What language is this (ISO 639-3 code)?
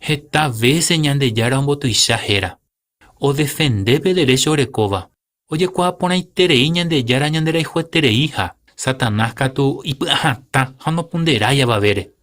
grn